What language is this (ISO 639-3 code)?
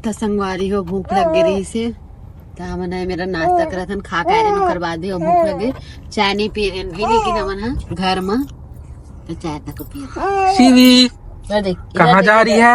hne